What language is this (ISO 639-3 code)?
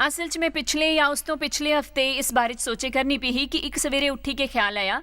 doi